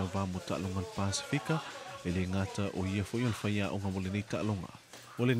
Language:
Samoan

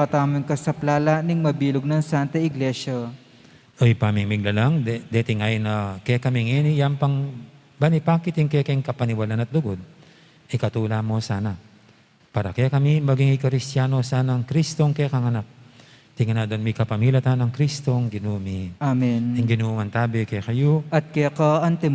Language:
Pampanga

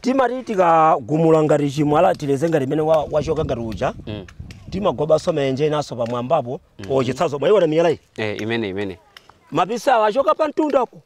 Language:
Nyanja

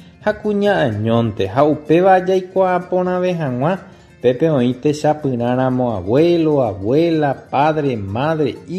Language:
Guarani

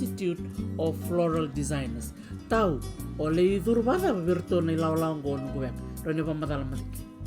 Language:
Fijian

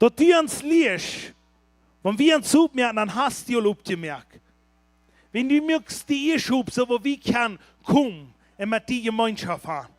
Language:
Plautdietsch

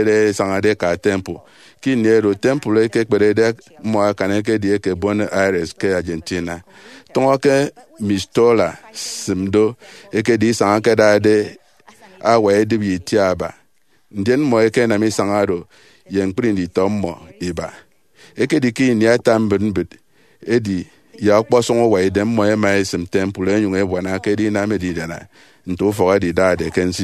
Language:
Efik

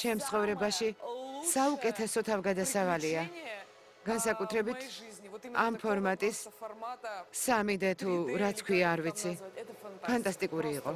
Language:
Georgian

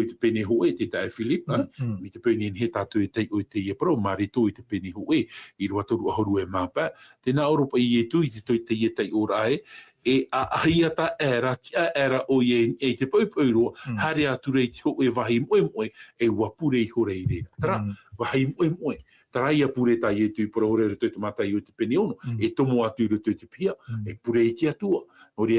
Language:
Tahitian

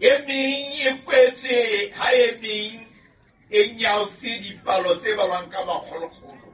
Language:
Southern Sotho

